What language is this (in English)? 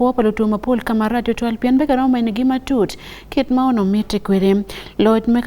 Acoli